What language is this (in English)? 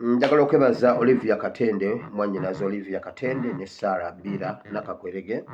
Ganda